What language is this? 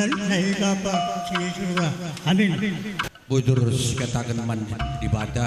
Batak Karo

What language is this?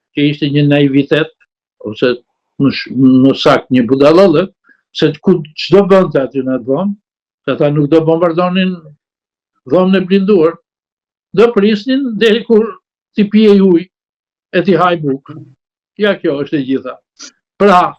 Albanian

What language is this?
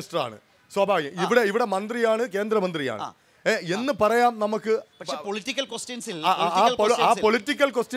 Malayalam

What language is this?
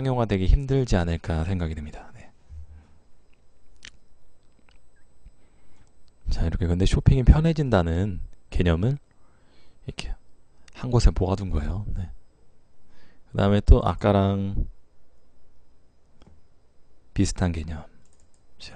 Korean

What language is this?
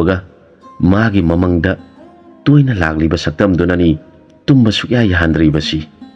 Manipuri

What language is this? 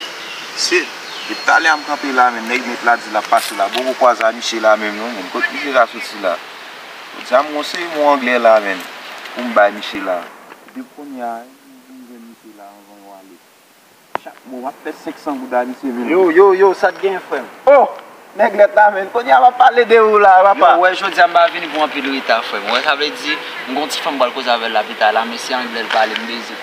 Haitian Creole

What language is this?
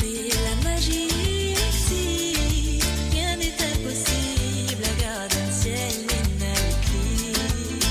Morisyen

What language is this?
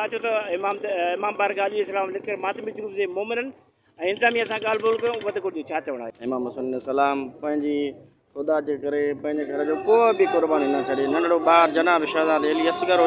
Sindhi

